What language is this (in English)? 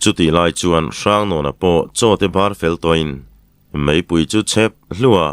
Mizo